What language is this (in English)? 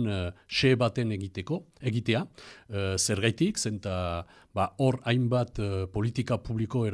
Basque